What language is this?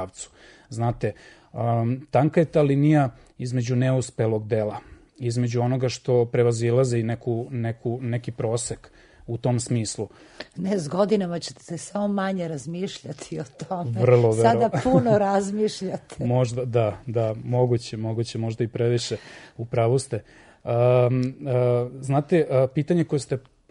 Serbian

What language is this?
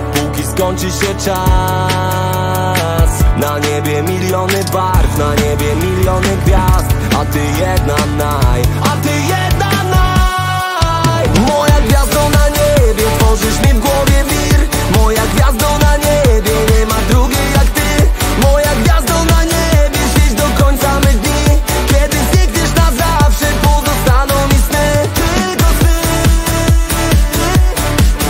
Polish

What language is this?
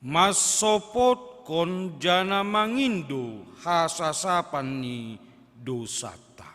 Batak Simalungun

